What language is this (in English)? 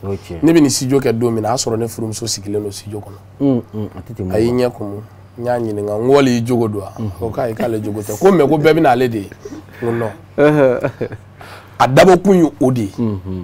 Bambara